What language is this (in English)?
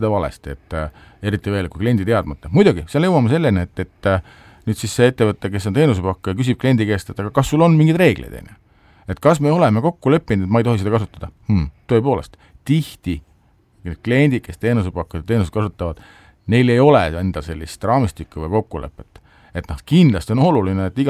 Estonian